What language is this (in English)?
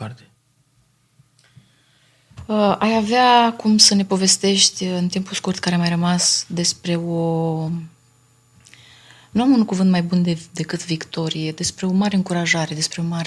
Romanian